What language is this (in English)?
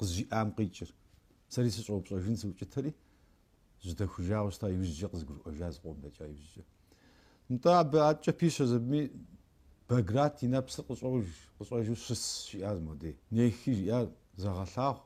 Kabardian